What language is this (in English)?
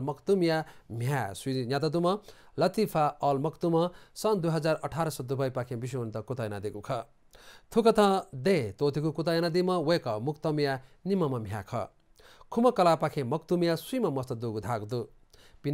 Newari